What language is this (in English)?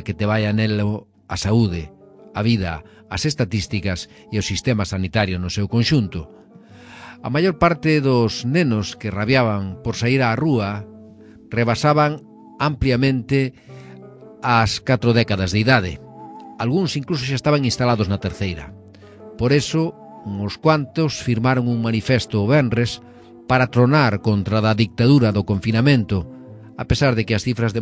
Galician